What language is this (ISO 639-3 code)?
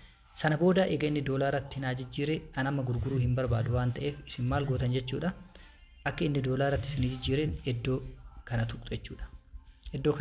orm